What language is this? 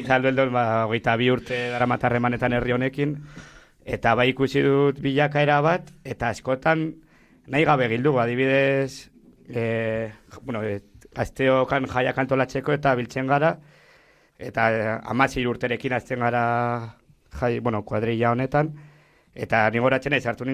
Basque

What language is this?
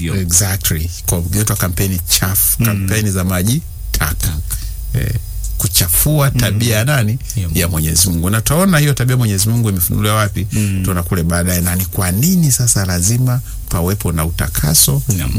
Swahili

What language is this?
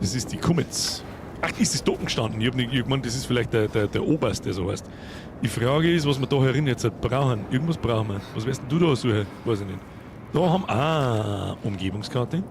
Bavarian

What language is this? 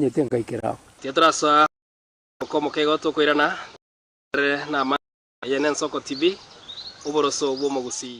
Gusii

